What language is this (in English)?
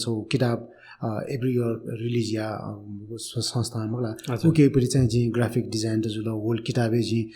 Newari